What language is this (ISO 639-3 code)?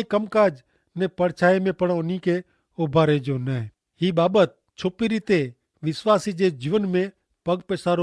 kfr